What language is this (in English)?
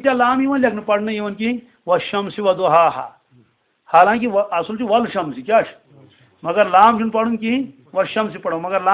Kashmiri